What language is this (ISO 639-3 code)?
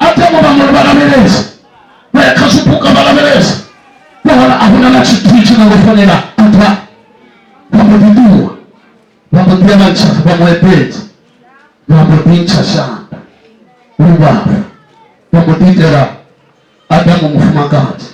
ven